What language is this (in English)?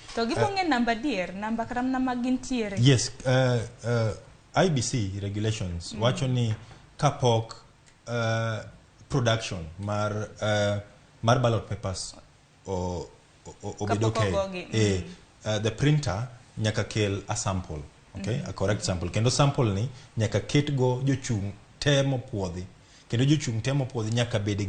Luo (Kenya and Tanzania)